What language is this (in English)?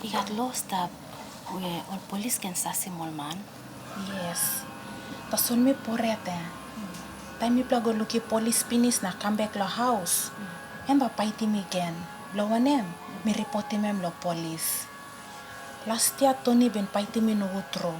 Tok Pisin